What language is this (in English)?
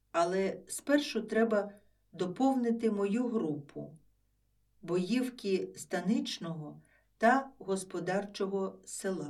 Ukrainian